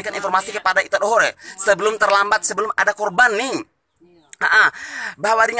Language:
Bima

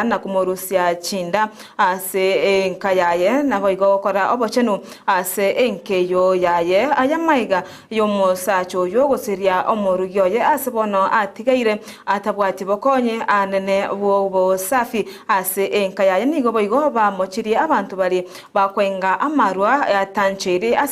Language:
Gusii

